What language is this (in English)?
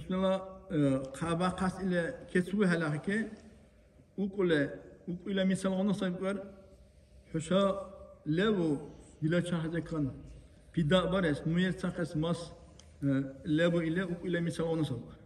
Dargwa